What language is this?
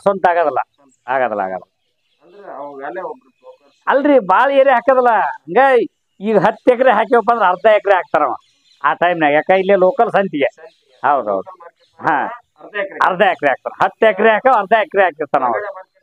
Kannada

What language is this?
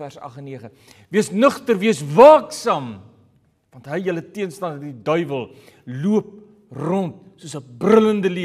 Afrikaans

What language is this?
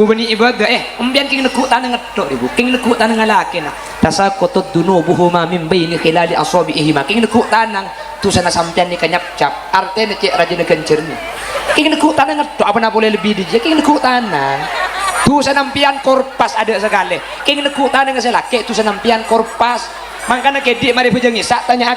Madurese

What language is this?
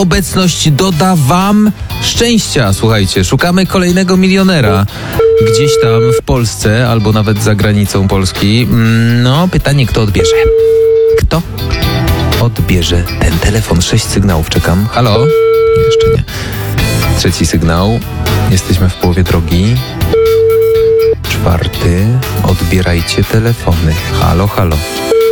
Polish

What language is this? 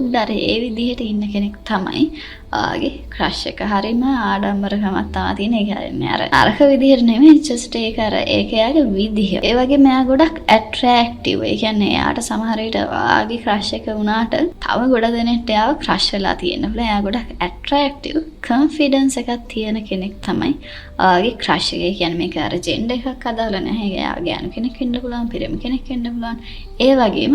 Sinhala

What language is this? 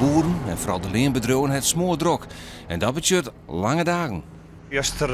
Western Frisian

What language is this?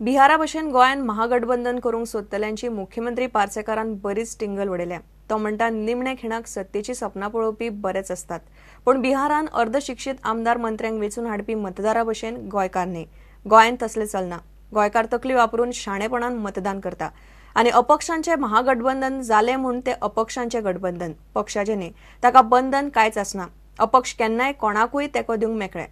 Konkani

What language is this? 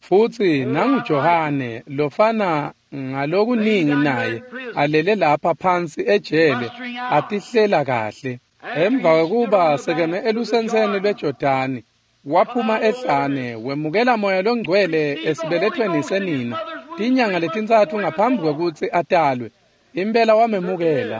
Swati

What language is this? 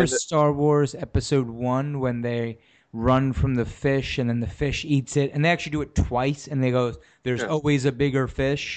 English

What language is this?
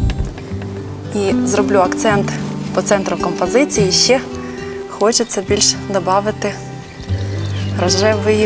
Ukrainian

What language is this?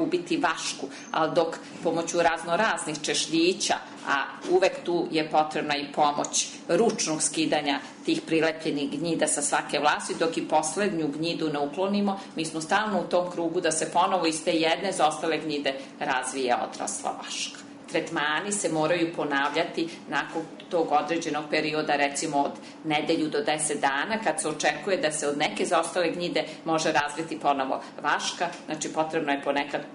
Serbian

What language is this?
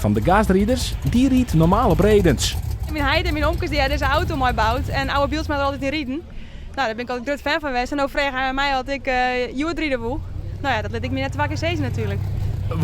Western Frisian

